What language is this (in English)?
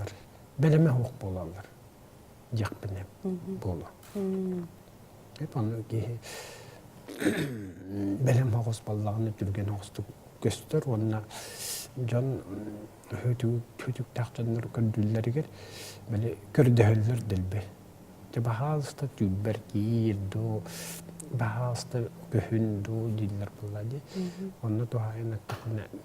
Yakut